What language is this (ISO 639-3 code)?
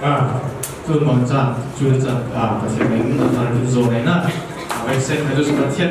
cfm